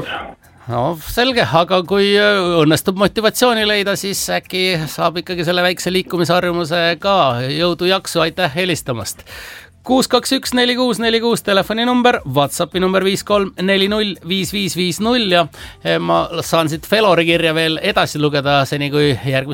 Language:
Estonian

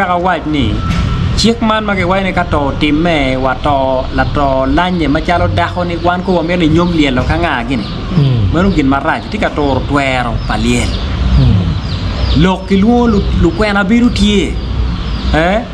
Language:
Acoli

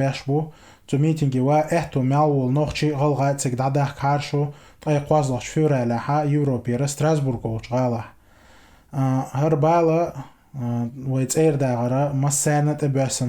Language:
Chechen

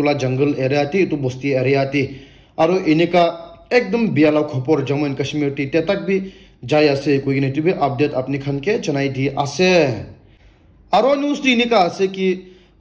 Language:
Naga Pidgin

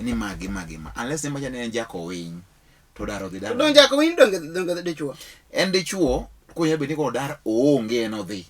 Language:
Luo (Kenya and Tanzania)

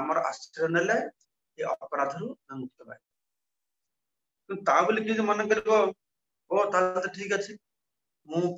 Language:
Odia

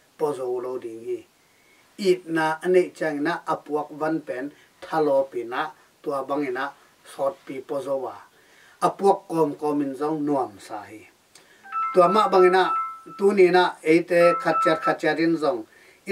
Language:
Tedim Chin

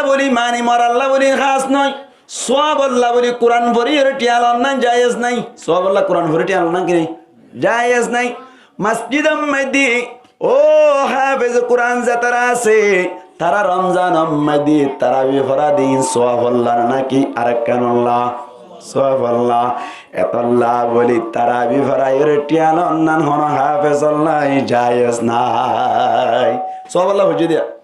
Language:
Rohingya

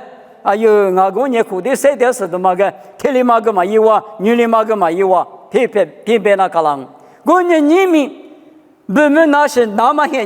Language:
Lisu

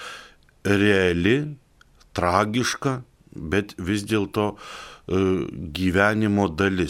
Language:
Lithuanian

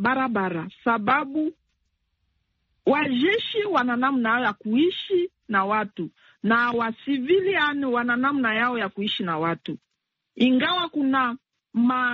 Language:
Swahili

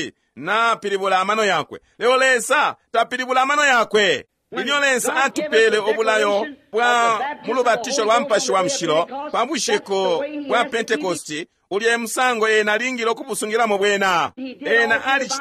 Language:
Bemba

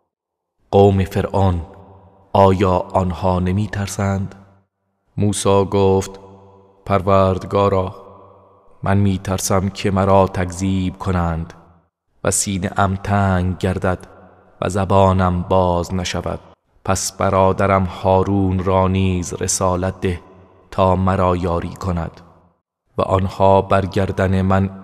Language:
Persian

